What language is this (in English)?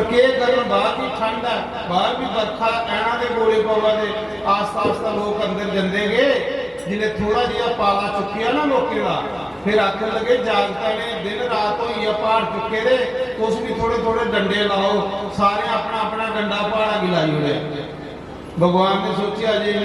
Dogri